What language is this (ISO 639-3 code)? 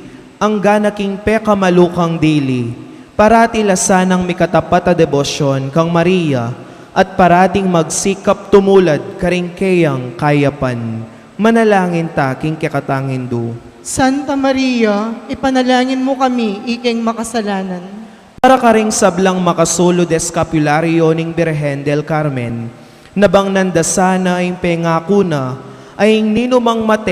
pam